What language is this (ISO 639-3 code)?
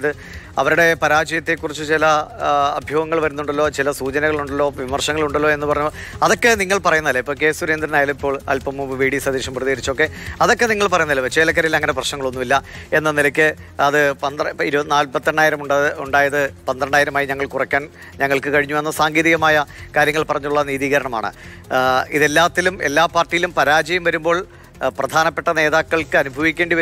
mal